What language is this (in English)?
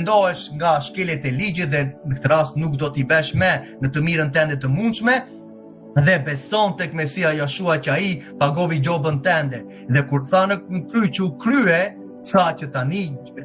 Albanian